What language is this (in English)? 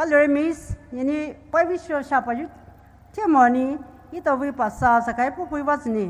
Poumei Naga